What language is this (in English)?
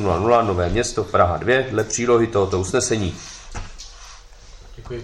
Czech